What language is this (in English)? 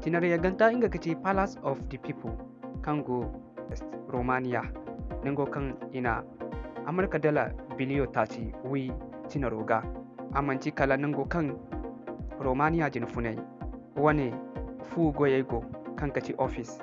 Zarma